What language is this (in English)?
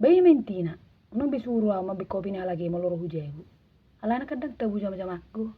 Batak Toba